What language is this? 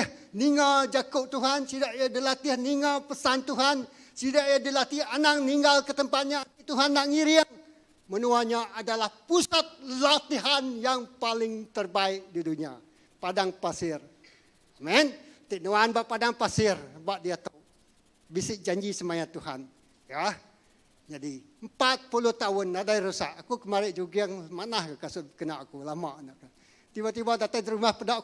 Iban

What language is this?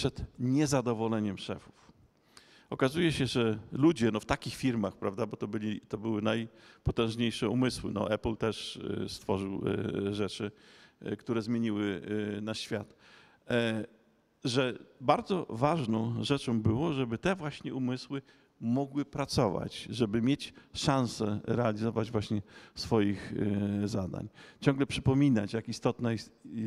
Polish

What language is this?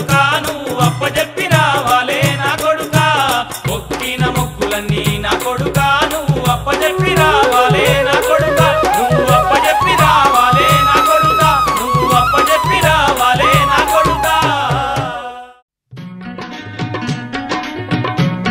Telugu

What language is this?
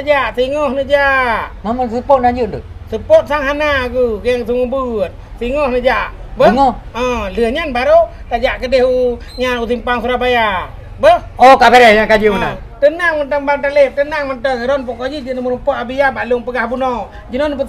Achinese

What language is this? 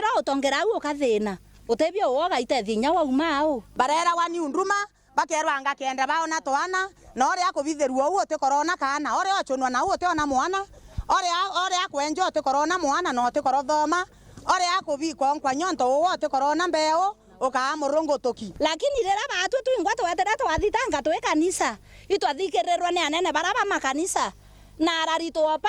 Meru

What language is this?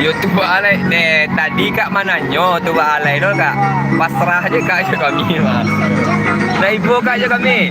Minangkabau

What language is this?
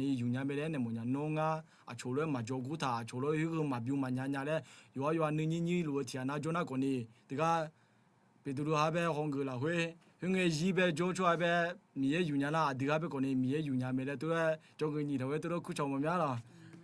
Akha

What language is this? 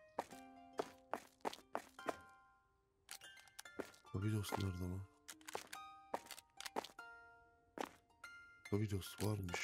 Turkish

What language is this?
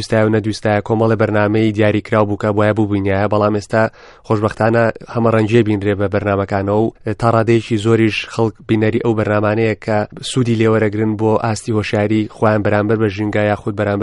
Central Kurdish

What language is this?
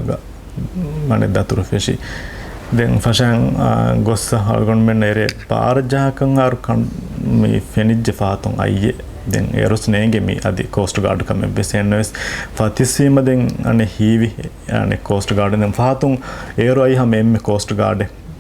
Divehi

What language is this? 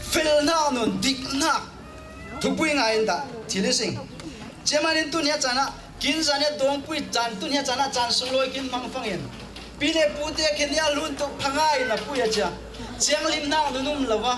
Falam Chin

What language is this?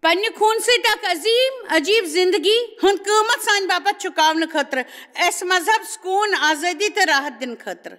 Kashmiri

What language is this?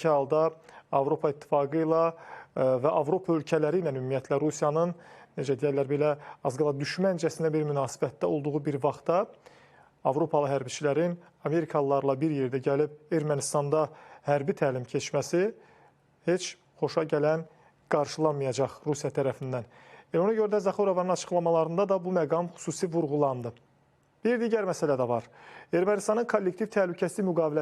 Azerbaijani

